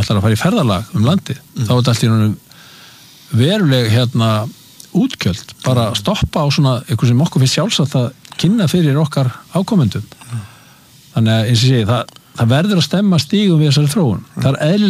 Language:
Icelandic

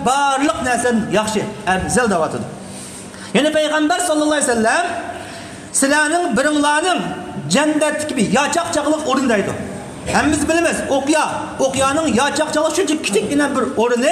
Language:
Uyghur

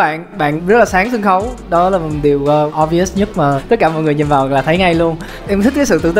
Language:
Vietnamese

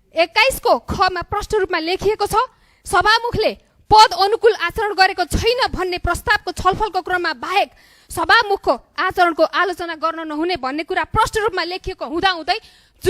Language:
Nepali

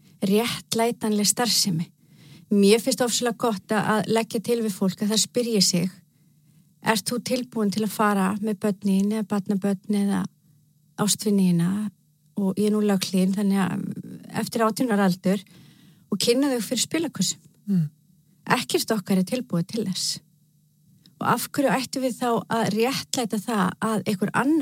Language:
Icelandic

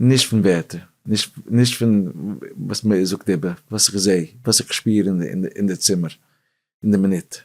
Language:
Yiddish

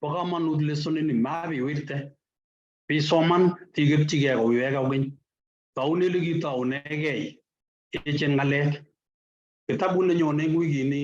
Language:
Kalenjin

